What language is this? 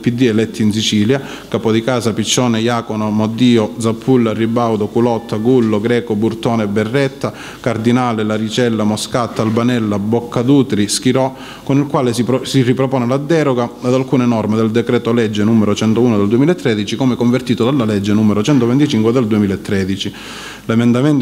Italian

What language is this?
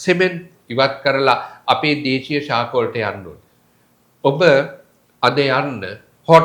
Sinhala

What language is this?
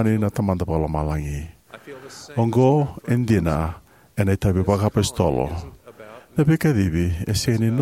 Fijian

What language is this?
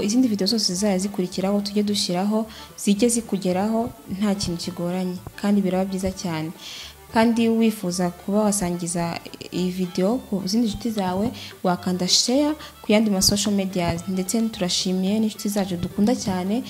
Kinyarwanda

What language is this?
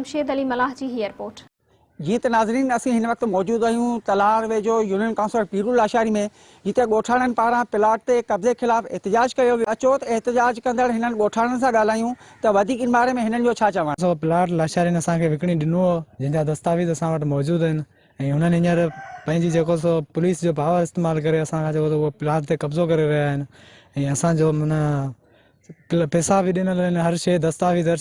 Sindhi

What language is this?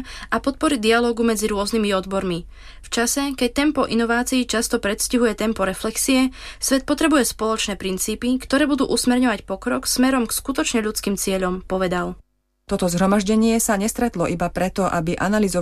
Slovak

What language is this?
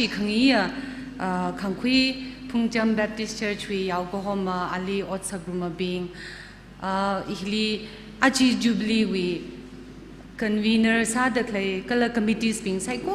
Tangkhul Naga (India)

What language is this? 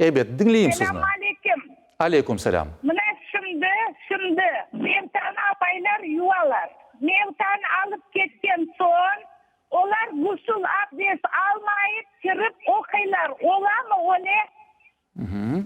Crimean Tatar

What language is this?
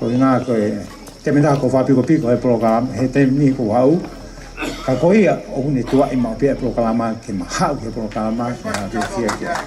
Tongan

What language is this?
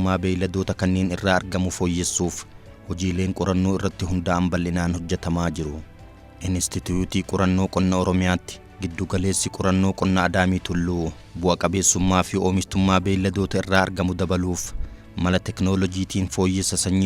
Oromo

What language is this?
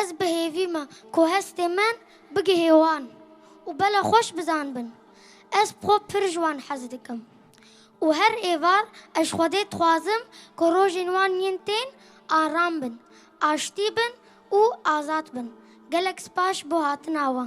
Kurdish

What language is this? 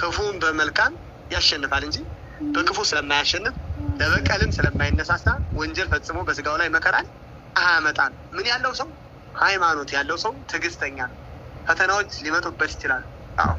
Amharic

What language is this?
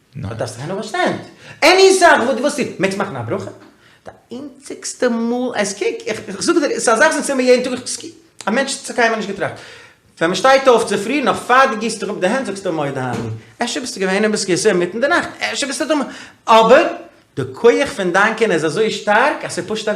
Yiddish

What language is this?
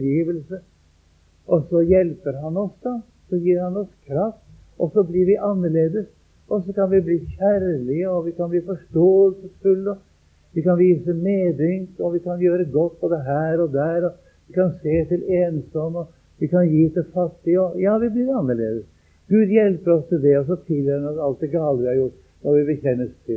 Norwegian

